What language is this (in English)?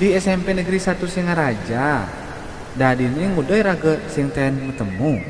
Balinese